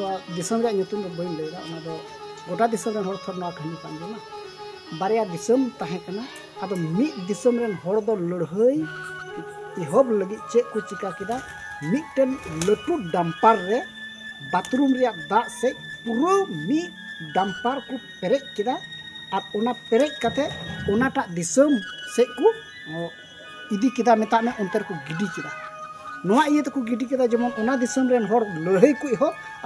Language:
Santali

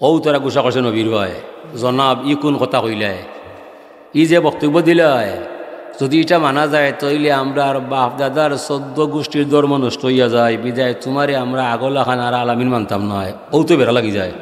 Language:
Sylheti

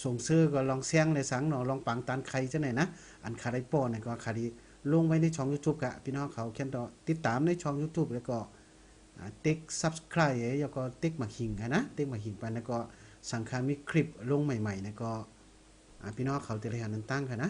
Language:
Shan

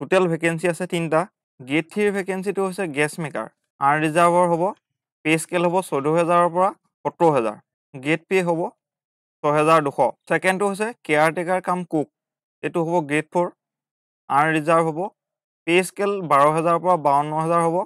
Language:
Assamese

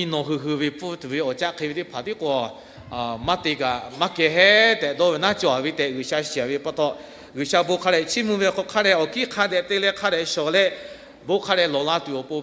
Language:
Lahu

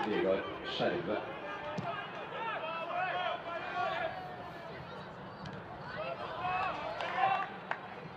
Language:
Norwegian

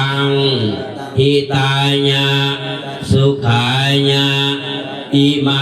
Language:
Pali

